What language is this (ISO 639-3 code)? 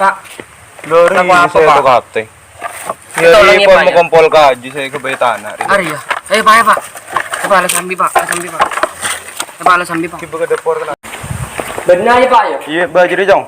mad